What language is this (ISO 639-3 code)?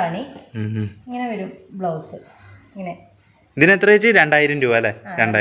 mal